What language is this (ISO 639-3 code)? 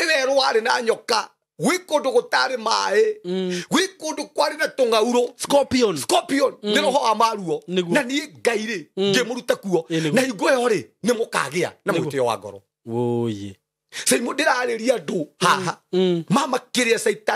kik